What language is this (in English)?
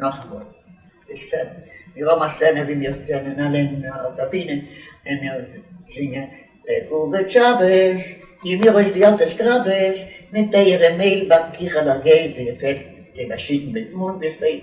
Yiddish